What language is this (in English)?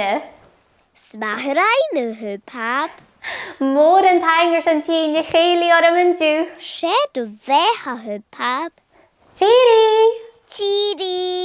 Scottish Gaelic